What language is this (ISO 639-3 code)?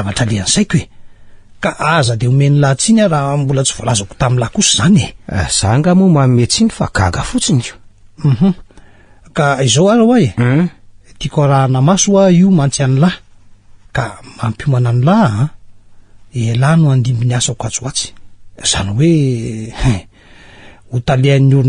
mlg